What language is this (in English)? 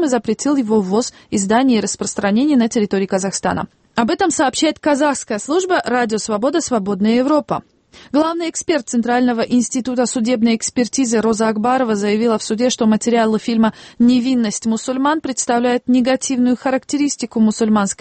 Russian